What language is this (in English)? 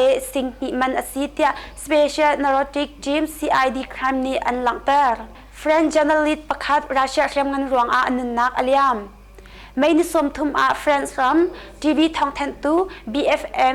Hakha Chin